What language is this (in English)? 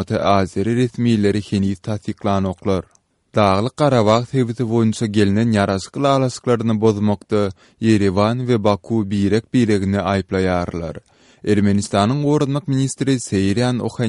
Turkmen